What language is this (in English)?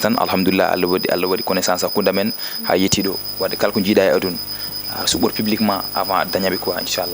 Fula